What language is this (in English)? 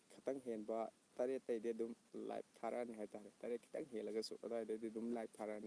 Manipuri